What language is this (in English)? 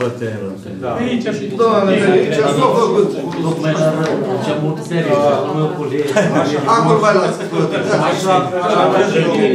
Romanian